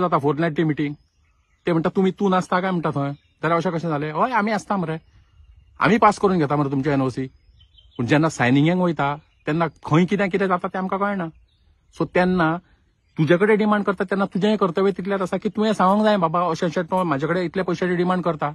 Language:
Konkani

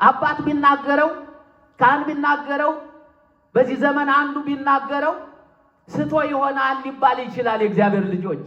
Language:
Amharic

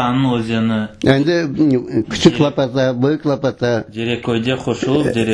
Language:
Crimean Tatar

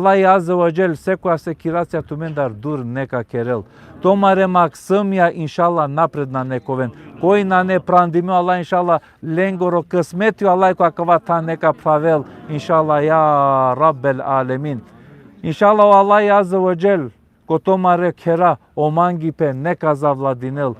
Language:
Balkan Romani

